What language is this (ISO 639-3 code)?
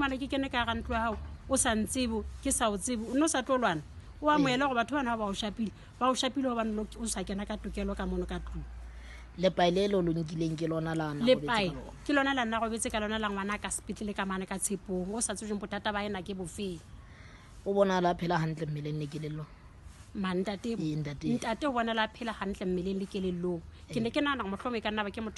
sot